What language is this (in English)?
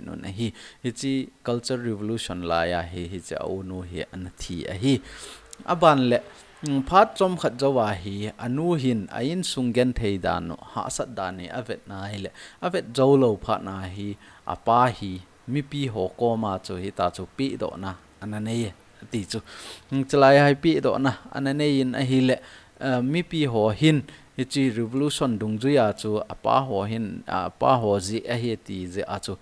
Thado Chin